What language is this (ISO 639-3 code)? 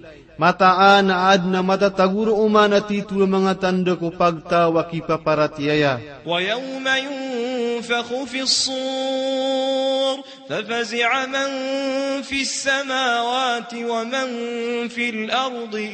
mrw